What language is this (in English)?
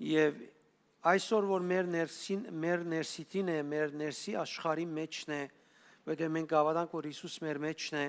Western Armenian